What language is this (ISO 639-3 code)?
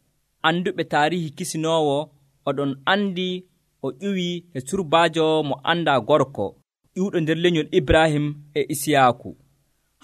fuv